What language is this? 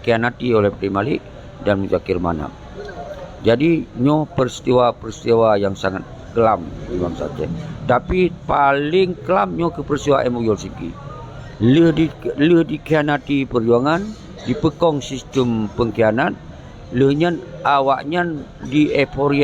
Achinese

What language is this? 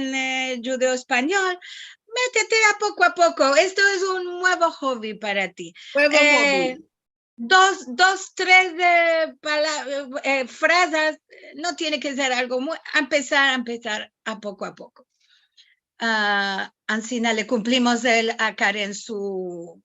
Ladino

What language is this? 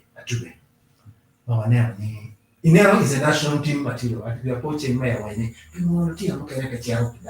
Acoli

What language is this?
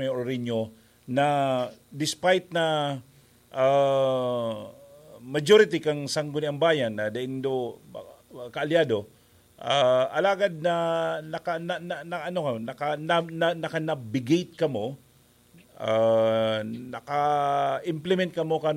Bikol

